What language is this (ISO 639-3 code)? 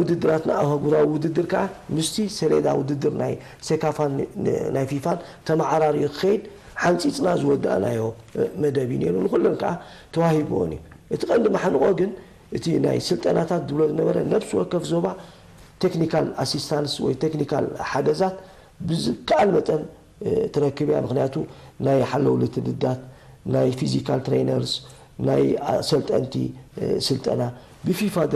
tir